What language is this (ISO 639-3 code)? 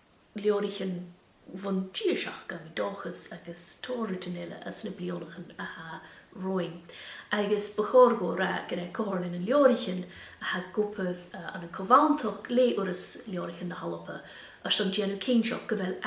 gla